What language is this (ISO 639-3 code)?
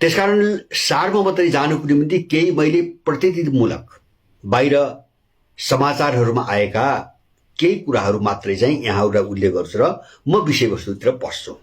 nep